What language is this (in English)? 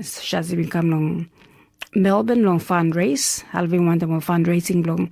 Tok Pisin